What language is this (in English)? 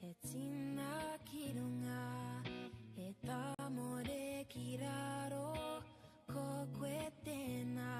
Māori